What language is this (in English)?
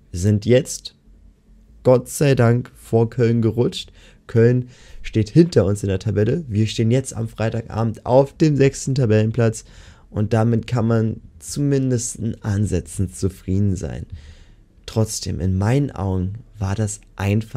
German